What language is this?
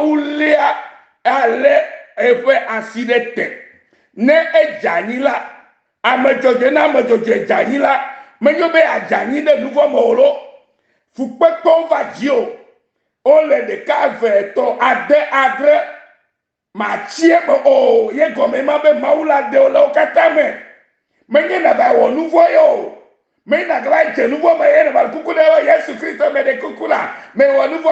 Ewe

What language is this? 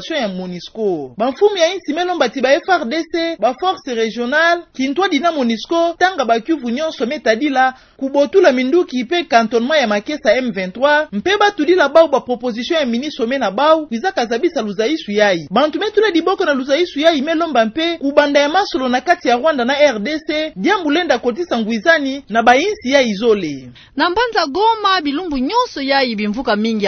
Kituba (Democratic Republic of Congo)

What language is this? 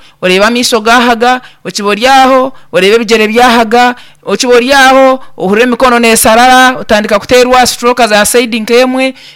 Nyankole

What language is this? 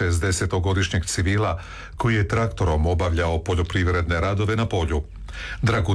Croatian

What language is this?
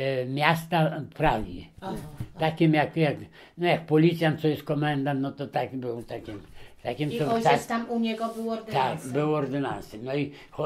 Polish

